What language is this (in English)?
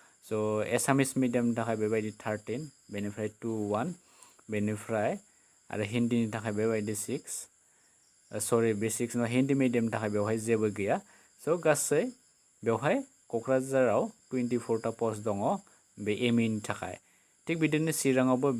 Bodo